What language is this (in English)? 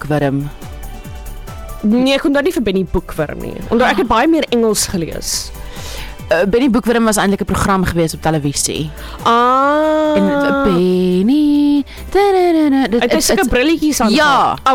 Afrikaans